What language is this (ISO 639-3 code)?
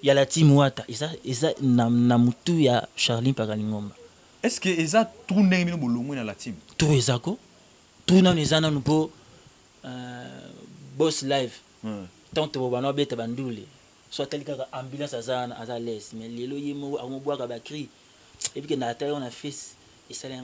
lin